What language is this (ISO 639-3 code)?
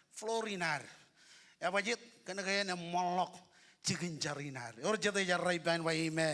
mah